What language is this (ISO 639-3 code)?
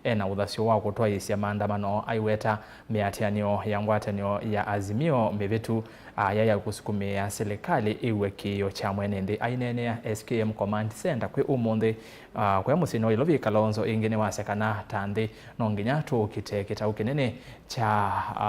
kam